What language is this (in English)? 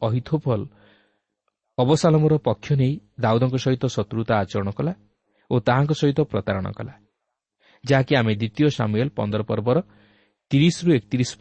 Odia